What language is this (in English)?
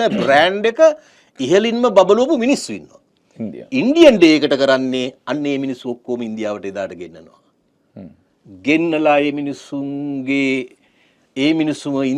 Sinhala